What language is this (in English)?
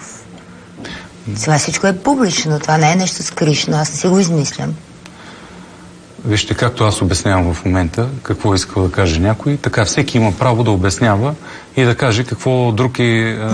Bulgarian